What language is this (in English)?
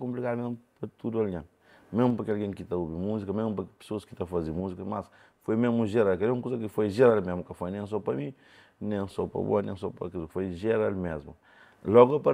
Kabuverdianu